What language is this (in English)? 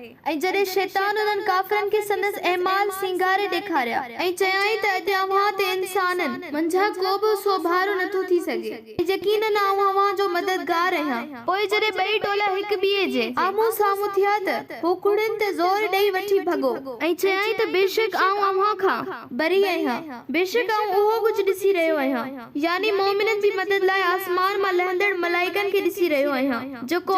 Sindhi